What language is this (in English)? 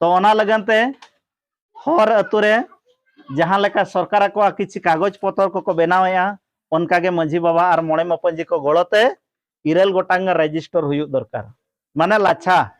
Santali